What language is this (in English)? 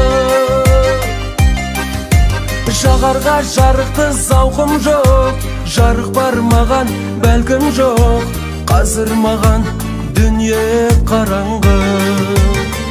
Kazakh